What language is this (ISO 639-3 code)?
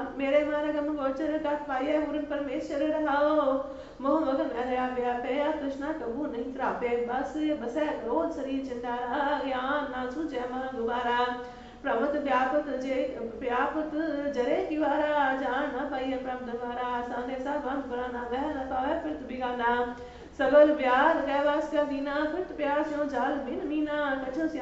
pan